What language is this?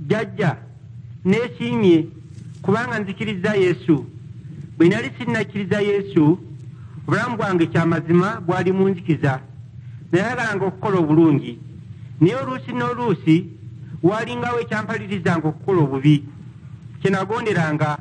Ganda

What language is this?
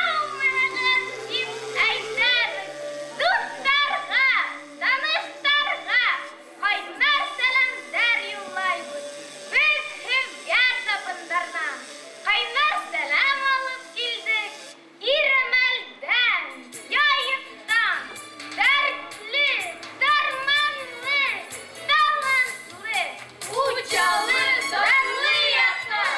Bashkir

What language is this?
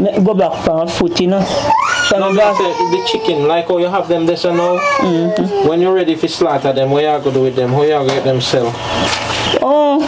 Jamaican Creole English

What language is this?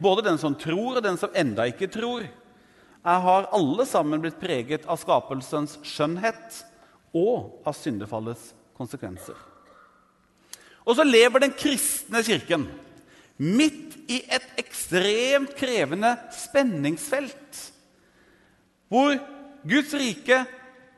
Norwegian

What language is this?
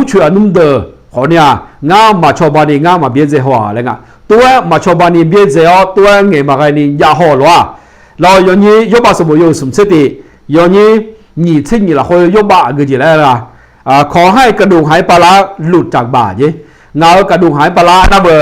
Akha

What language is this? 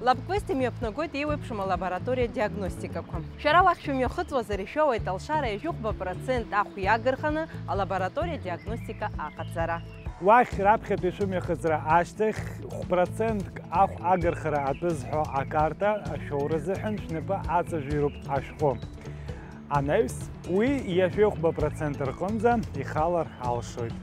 Abkhazian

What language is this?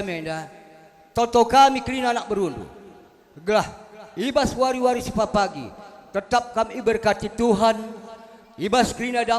Batak Karo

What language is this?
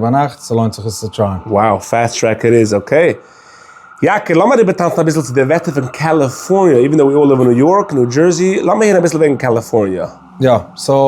Yiddish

